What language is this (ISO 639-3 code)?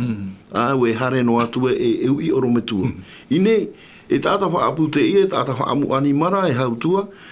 tah